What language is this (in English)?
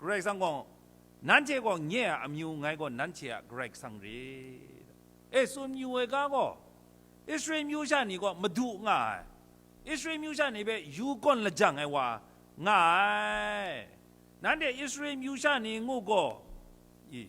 Kachin